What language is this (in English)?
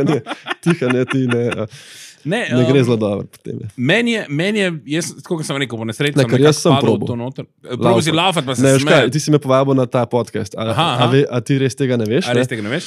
Slovenian